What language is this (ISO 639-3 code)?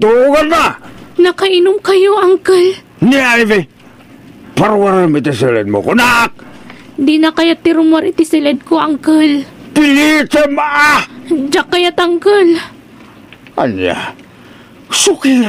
ilo